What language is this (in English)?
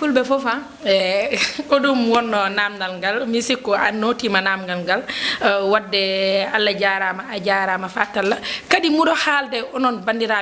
Fula